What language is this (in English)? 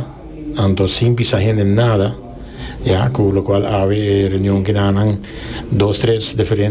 Papiamento